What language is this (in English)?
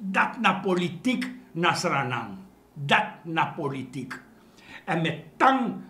Sranan Tongo